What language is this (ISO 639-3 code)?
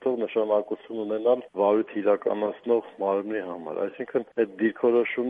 hye